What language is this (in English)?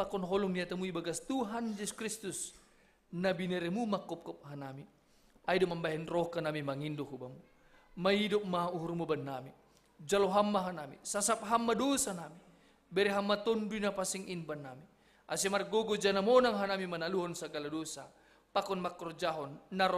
Batak Simalungun